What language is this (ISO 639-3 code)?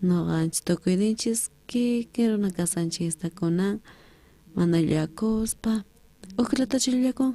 quh